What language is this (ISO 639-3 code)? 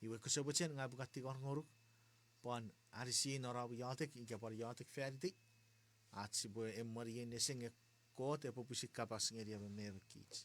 chk